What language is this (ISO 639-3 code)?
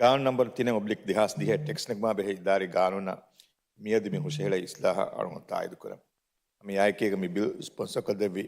div